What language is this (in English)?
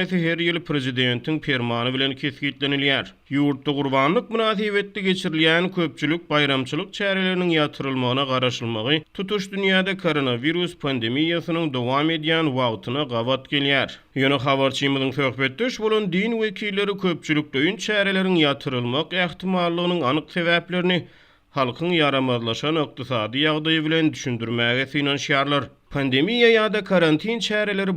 Turkmen